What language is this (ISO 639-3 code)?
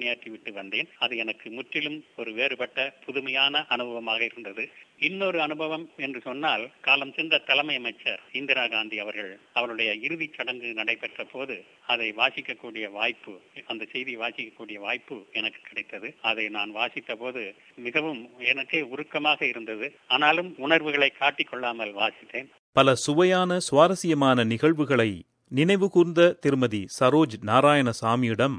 tam